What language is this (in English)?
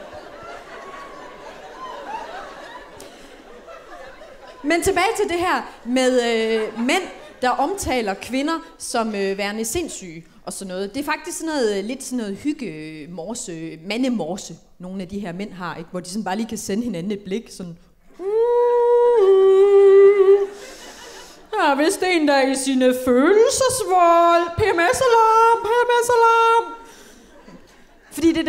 Danish